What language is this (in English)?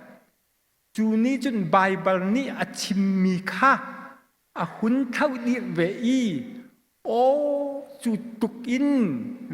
Hakha Chin